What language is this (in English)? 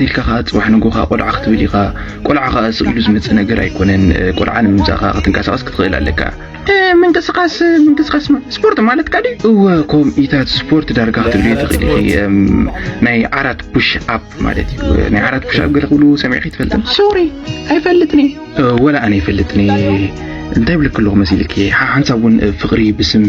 Tigrinya